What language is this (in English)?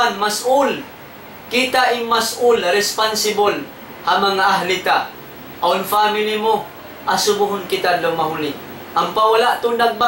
Tausug